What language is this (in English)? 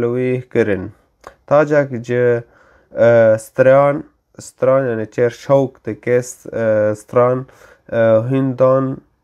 Kurdish